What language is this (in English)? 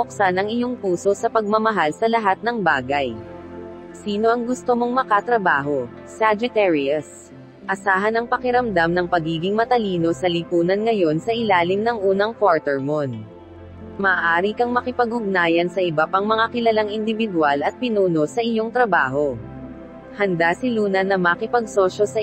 Filipino